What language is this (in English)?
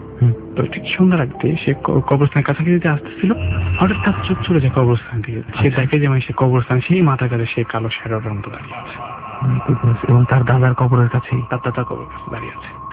Bangla